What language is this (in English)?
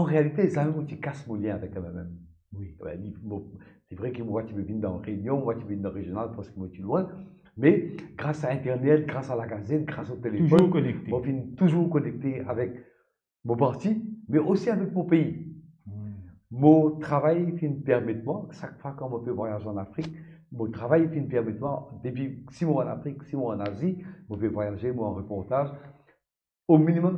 Morisyen